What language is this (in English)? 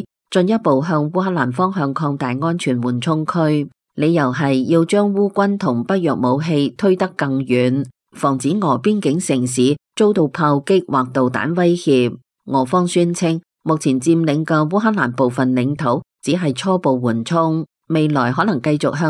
Cantonese